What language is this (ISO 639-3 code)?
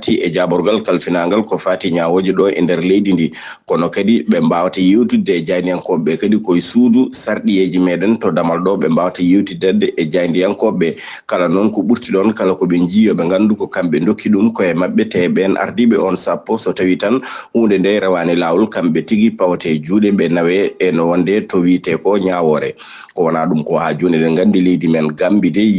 ful